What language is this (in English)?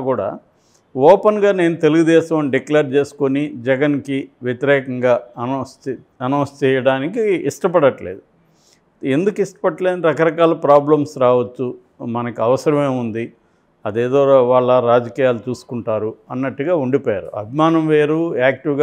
Telugu